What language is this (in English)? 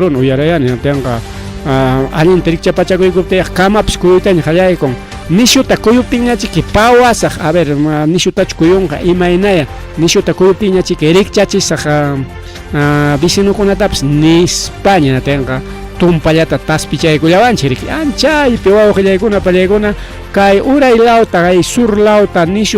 Ayacucho Quechua